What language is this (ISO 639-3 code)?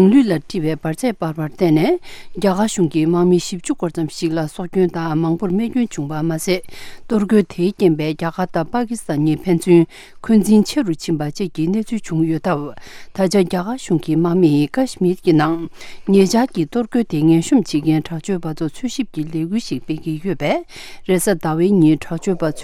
bod